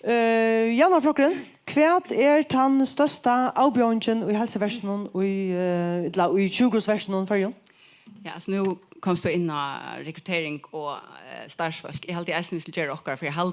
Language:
Faroese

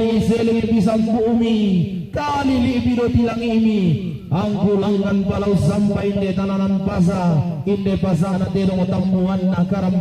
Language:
Toraja-Sa'dan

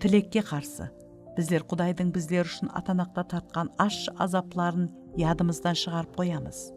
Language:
Kara-Kalpak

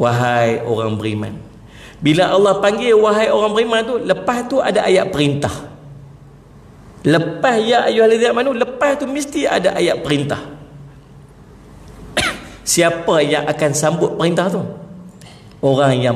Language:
Malay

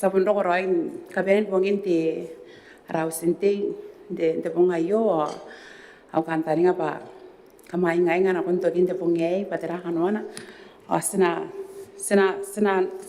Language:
Gilbertese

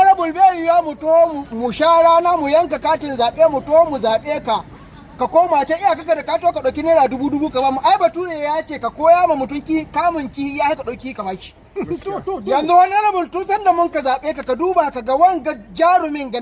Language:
Hausa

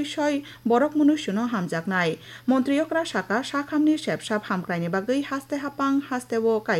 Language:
Kok Borok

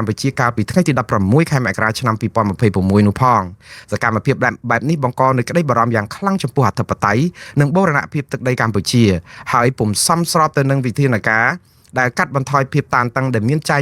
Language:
Khmer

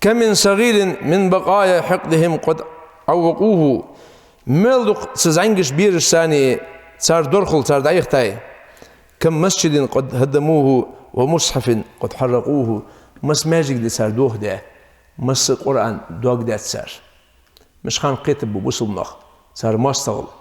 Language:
Ingush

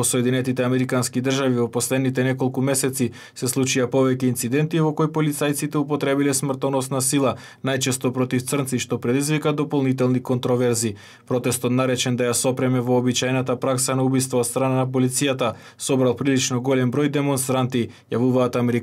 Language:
Macedonian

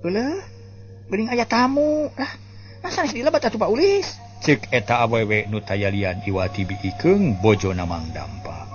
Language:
Sundanese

